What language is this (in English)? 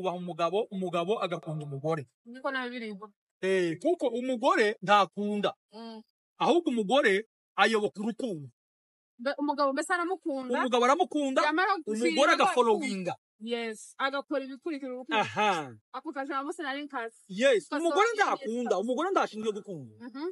Kinyarwanda